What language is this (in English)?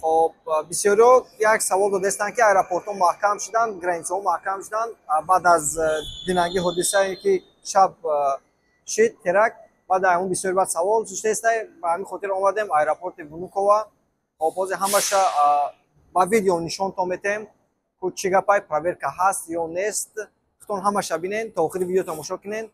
Tajik